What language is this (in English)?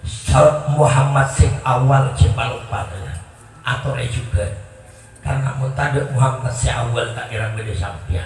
Madurese